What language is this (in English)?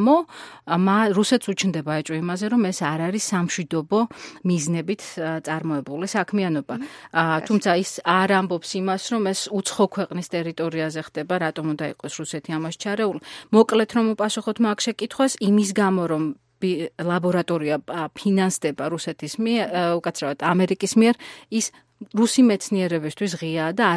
Georgian